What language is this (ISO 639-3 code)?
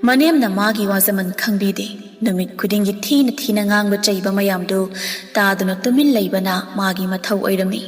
mni